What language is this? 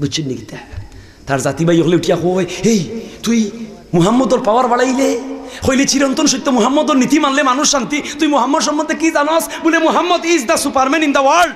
Sylheti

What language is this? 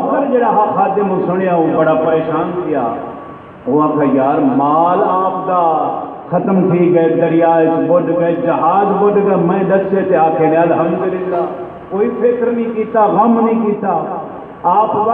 Saraiki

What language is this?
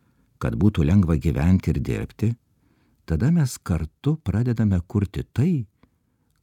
Lithuanian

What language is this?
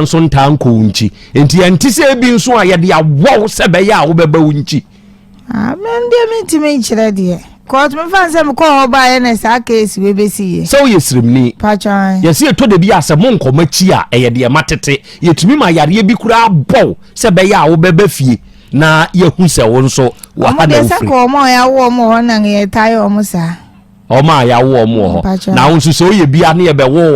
Akan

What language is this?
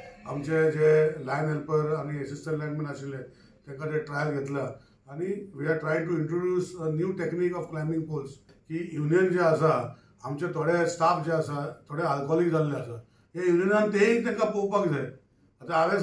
Konkani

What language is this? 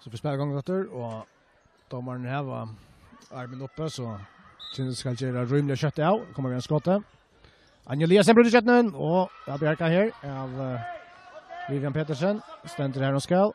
Faroese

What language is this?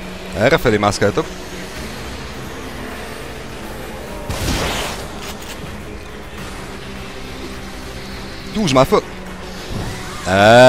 Hungarian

